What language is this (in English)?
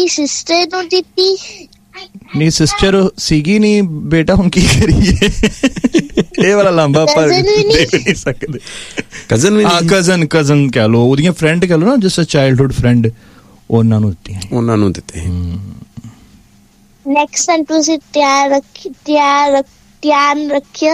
Punjabi